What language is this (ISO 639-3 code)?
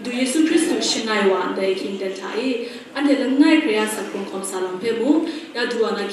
kac